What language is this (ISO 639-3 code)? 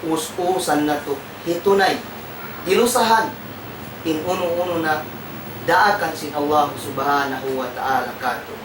tsg